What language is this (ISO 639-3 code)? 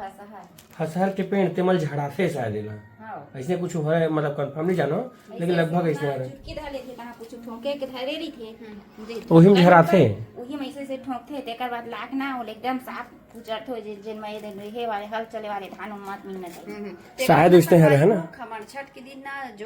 hne